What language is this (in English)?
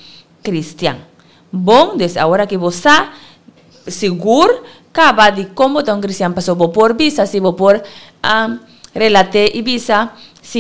Papiamento